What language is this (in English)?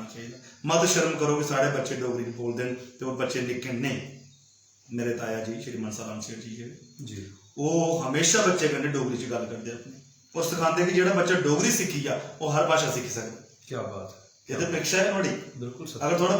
Dogri